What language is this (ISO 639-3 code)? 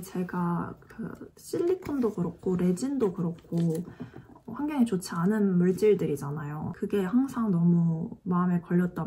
kor